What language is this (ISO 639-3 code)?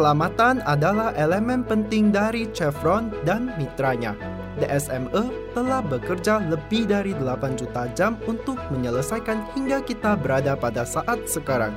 ind